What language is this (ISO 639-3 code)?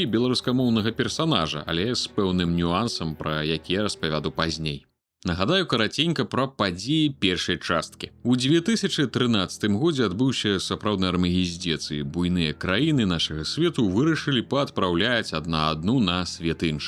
bel